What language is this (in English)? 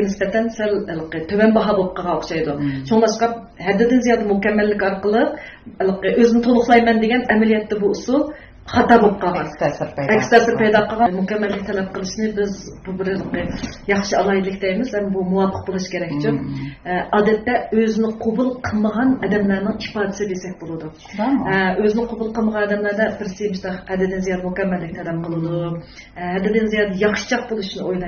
Uyghur